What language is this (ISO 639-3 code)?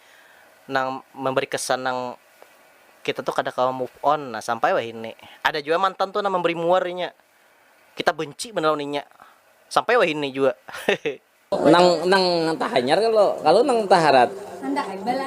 bjn